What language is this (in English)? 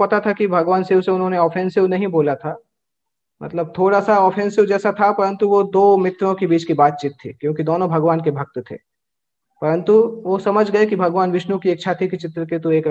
Hindi